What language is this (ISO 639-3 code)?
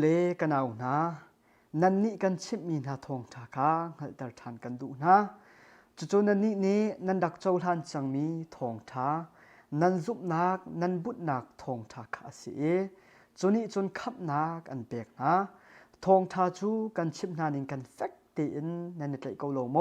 cnh